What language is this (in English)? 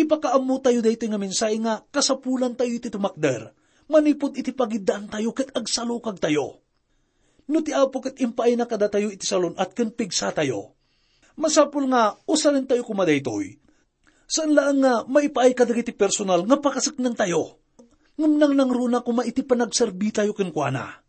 Iloko